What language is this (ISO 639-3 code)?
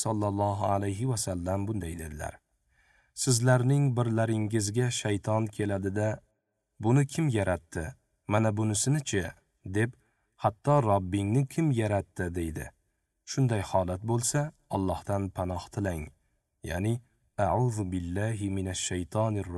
uzb